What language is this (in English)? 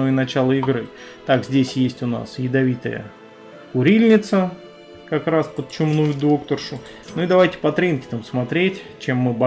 Russian